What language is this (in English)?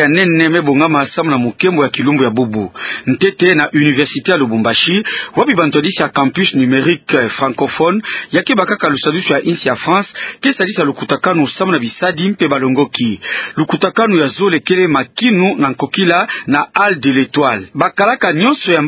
Kituba (Democratic Republic of Congo)